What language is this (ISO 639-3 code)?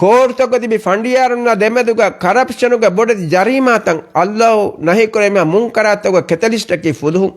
div